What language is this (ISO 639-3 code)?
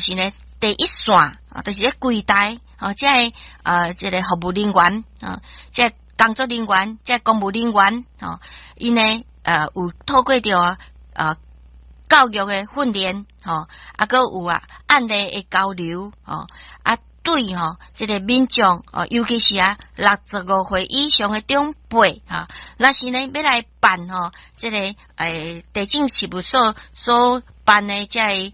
nan